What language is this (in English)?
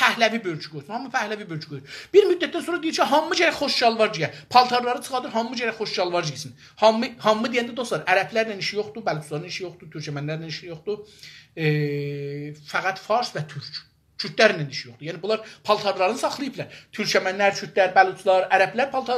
South Azerbaijani